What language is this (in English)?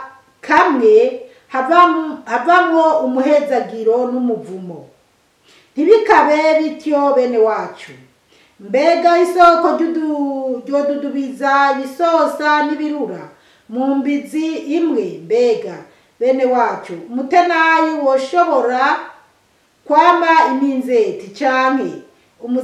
Rundi